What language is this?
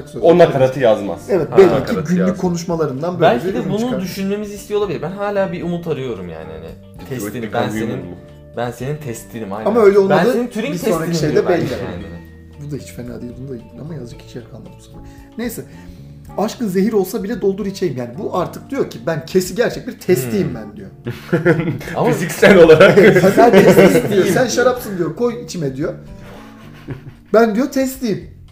Turkish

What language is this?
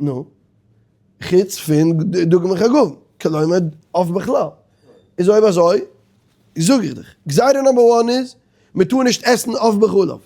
Yiddish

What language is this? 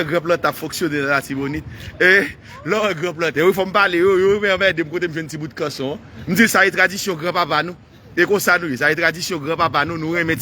Haitian Creole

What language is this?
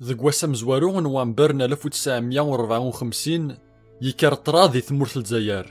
Kabyle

